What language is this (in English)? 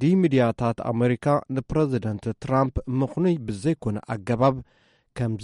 Tigrinya